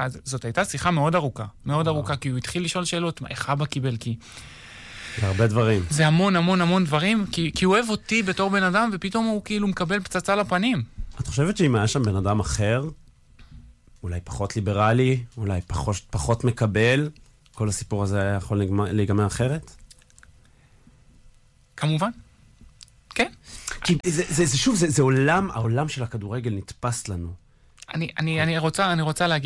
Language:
Hebrew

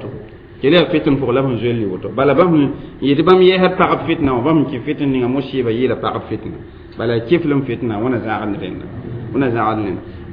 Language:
Mossi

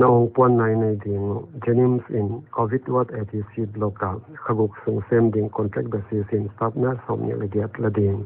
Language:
Paite Chin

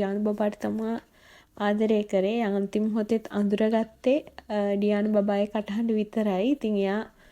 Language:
Sinhala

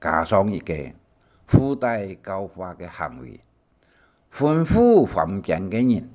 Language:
Hakka Chinese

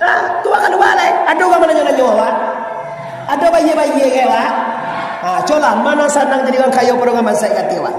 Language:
Minangkabau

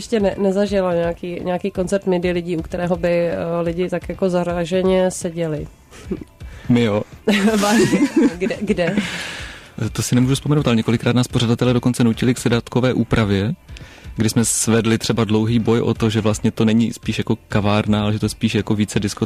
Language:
Czech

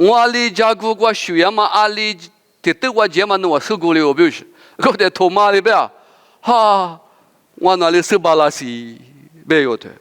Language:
Lisu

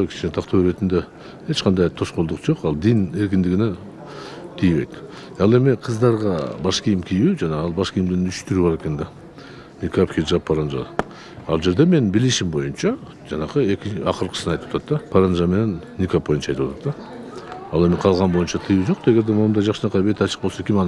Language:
Kyrgyz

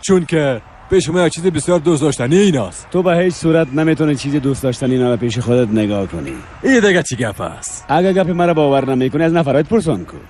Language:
Persian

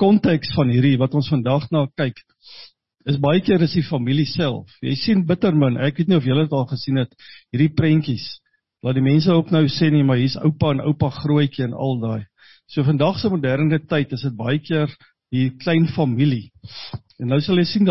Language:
Afrikaans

